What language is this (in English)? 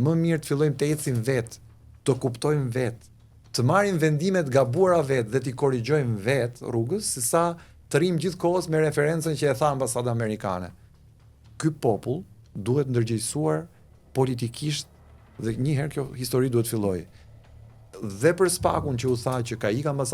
Albanian